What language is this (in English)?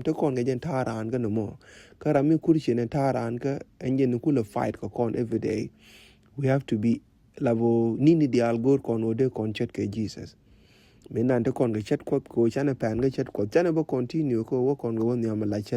Nuer